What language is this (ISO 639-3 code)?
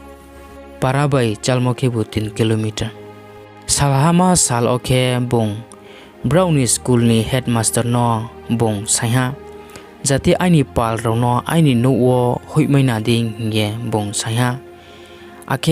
ria